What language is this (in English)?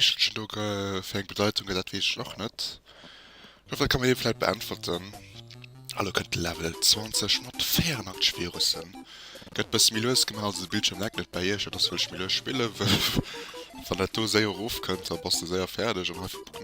Luxembourgish